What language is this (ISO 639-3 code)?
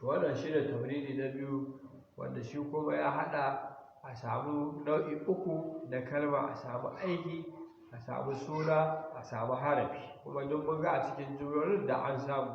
hau